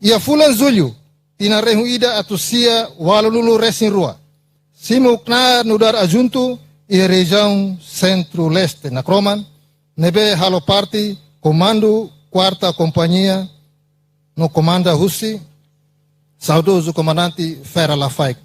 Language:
Tetum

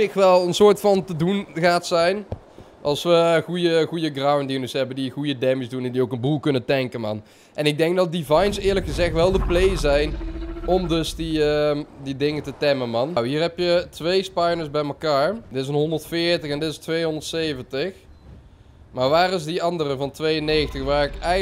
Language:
Dutch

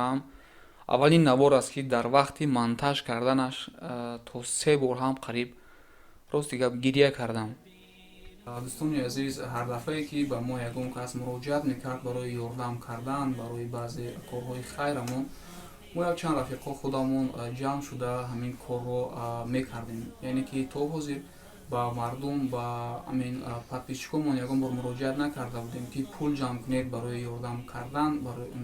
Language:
Tajik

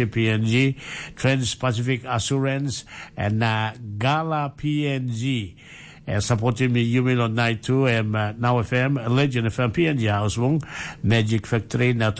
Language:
Tok Pisin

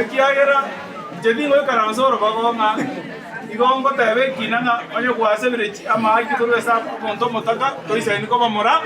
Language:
Gusii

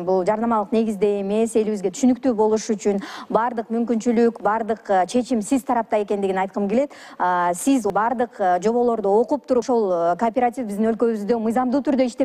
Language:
Kyrgyz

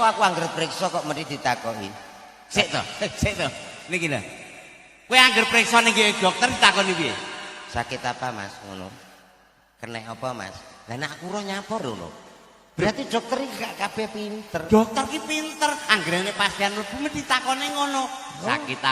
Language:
Javanese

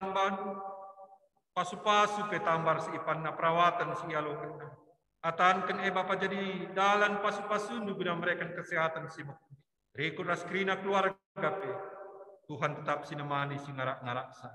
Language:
Batak Karo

